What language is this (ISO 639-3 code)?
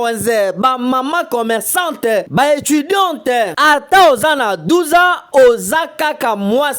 lin